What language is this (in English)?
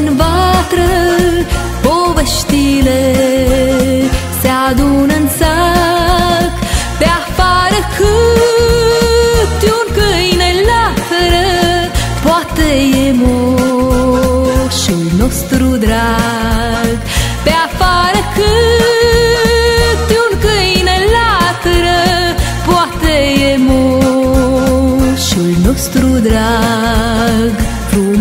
Romanian